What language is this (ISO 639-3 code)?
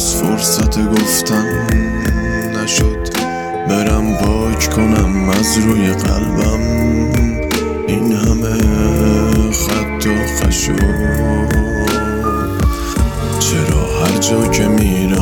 fas